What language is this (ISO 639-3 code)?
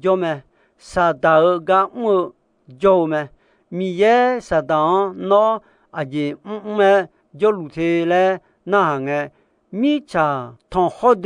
ahk